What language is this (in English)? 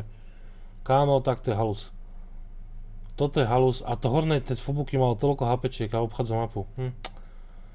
Slovak